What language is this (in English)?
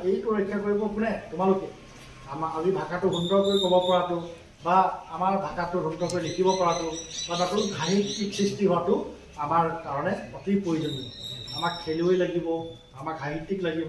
Assamese